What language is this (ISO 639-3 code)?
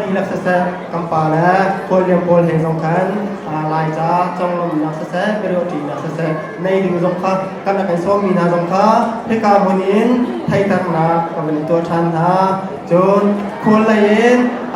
cnh